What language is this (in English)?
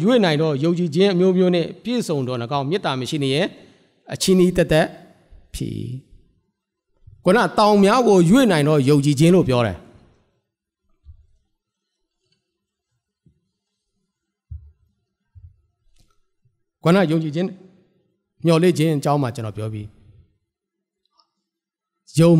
Burmese